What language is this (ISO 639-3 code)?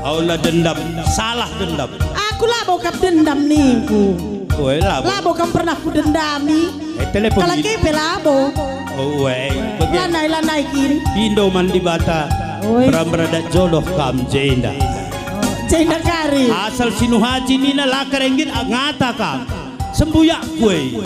btx